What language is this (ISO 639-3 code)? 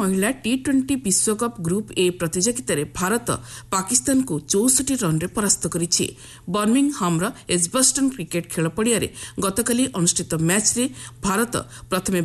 ori